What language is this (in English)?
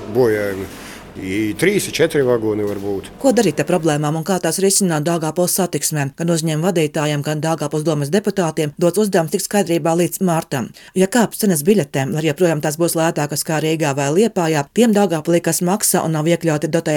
Latvian